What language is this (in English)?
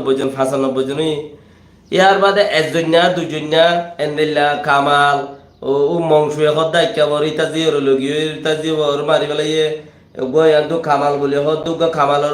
Rohingya